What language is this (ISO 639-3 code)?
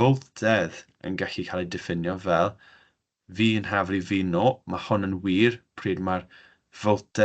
cym